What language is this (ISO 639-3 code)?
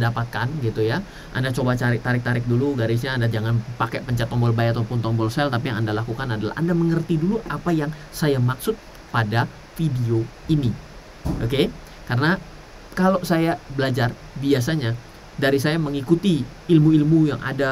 ind